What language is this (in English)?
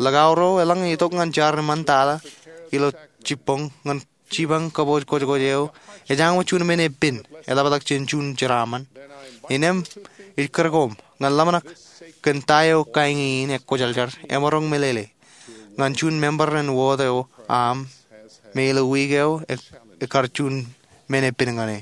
Marshallese